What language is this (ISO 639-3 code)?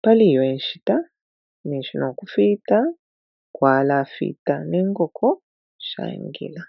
bem